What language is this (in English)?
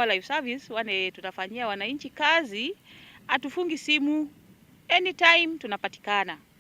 Meru